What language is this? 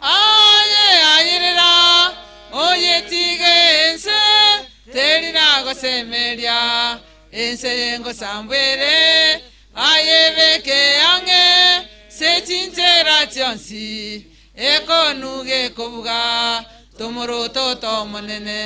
Gusii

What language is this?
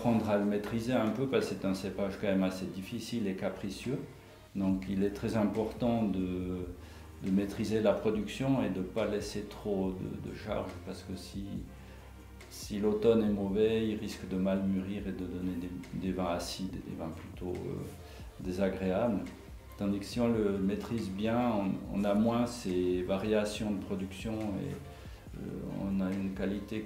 French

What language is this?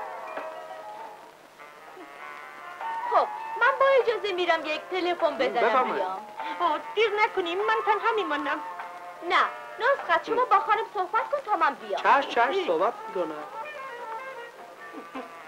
Persian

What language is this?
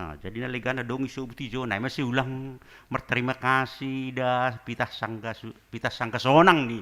Batak Simalungun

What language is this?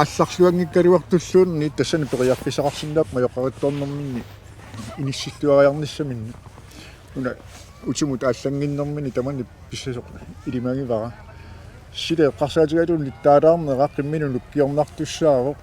Kalaallisut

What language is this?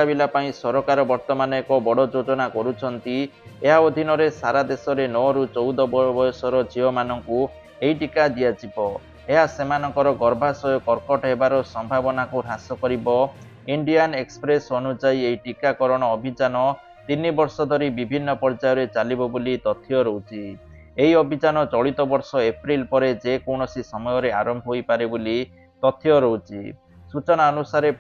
Odia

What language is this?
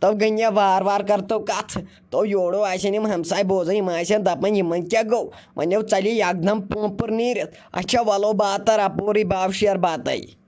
Kashmiri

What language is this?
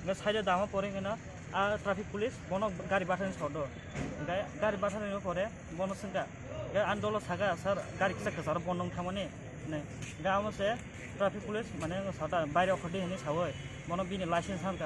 Riang (India)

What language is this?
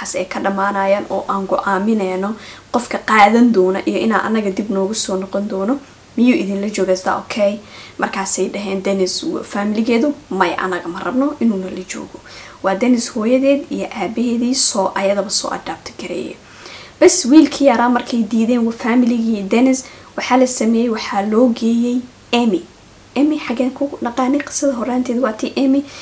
Somali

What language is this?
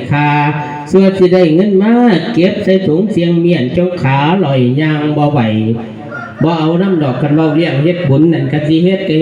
Lao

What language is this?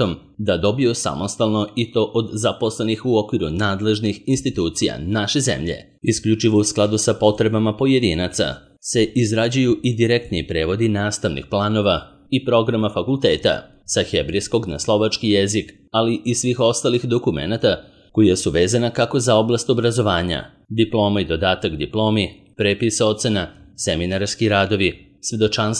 Serbian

